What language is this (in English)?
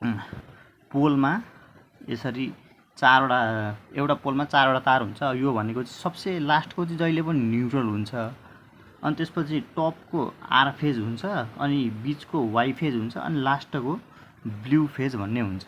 Nepali